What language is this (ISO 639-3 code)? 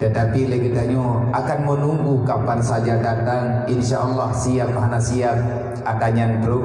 ace